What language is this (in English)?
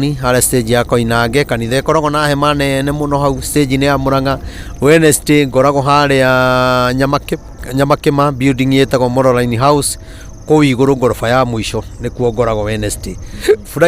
Kikuyu